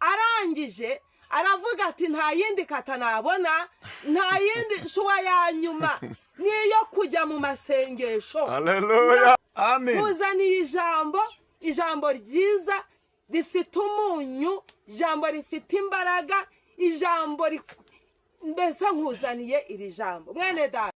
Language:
Kinyarwanda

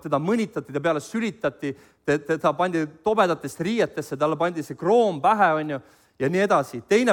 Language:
Estonian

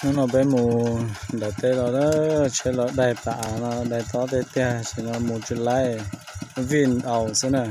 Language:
Hmong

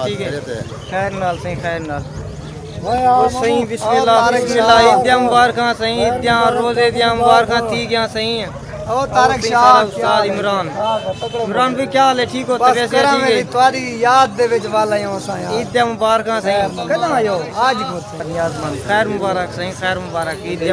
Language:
Saraiki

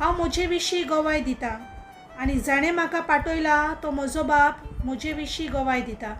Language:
Konkani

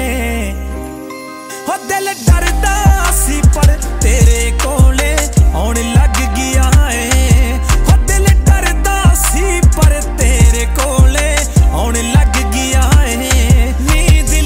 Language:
Punjabi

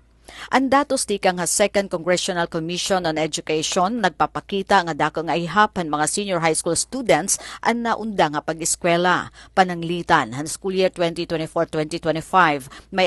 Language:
Waray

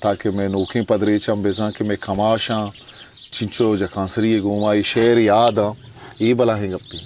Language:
Eastern Balochi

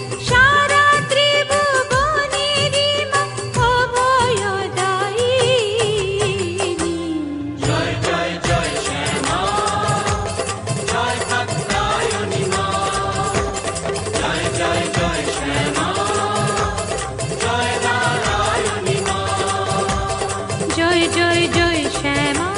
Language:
Bangla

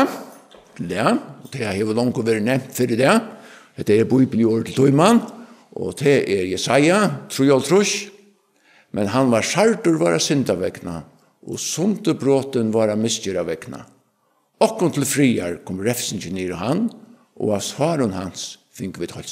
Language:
Faroese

